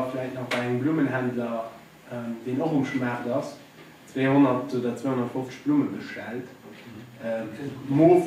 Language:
Luxembourgish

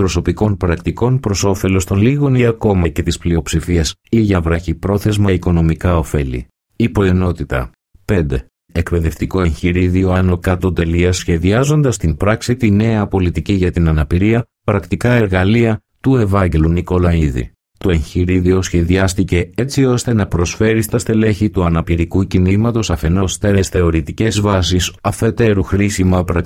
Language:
Greek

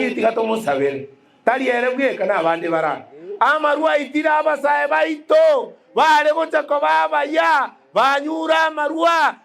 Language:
Gusii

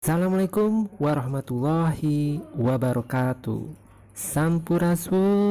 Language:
Sundanese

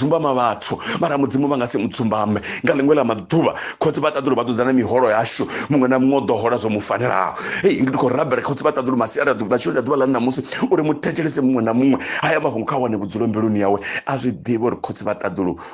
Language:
Venda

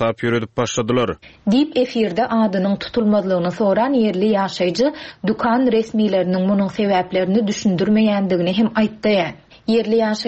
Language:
Turkmen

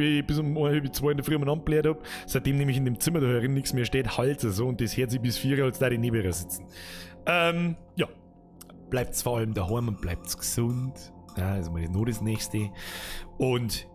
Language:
Bavarian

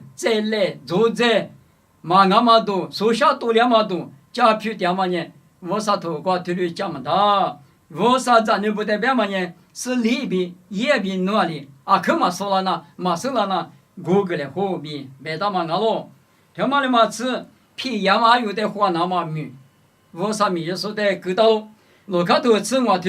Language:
Lisu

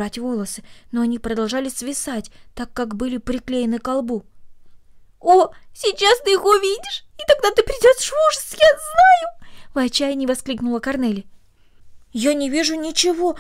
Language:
Russian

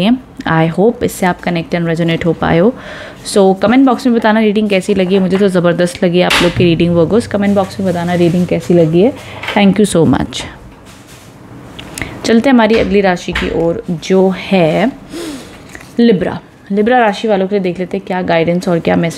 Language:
Hindi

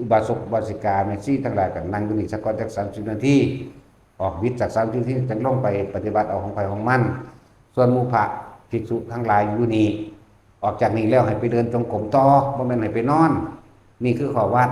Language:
Northeastern Thai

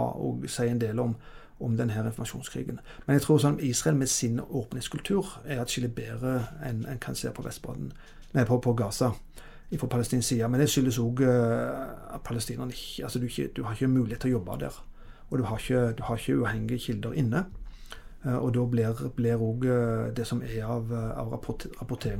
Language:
Norwegian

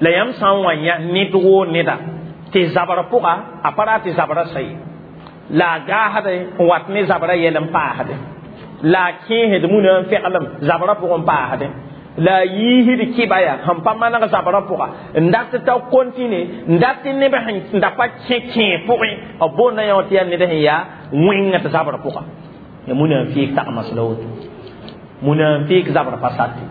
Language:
Mossi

